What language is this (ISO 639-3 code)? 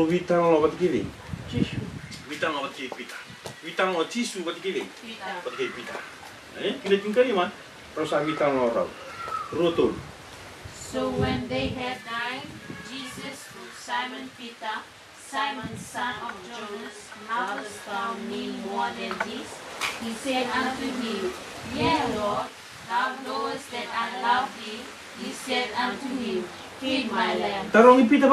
fij